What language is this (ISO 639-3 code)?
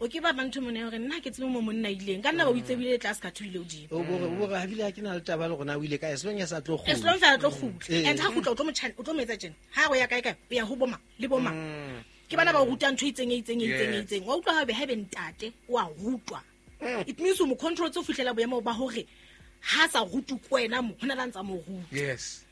sot